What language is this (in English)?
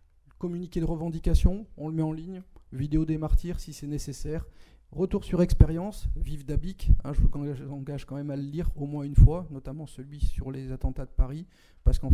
French